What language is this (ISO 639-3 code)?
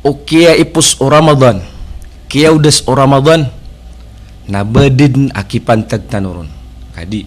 mrw